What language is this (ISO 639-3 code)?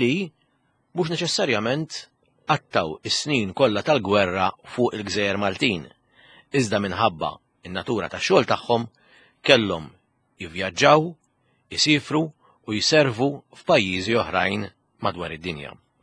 mlt